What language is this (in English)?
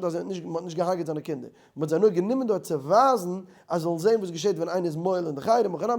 Yiddish